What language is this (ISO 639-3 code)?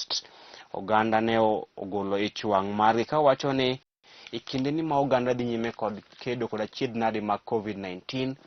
luo